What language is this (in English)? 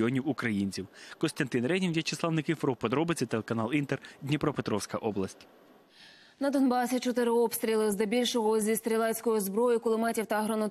Ukrainian